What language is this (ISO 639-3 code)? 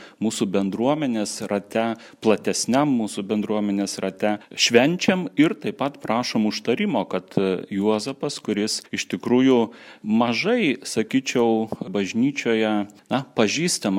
lit